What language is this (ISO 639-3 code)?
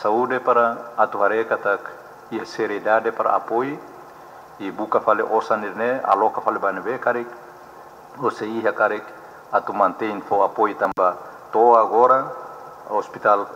tet